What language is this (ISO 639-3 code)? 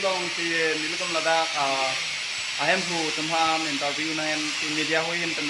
mjw